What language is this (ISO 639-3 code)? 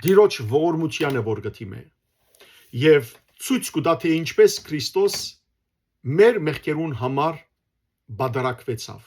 hyw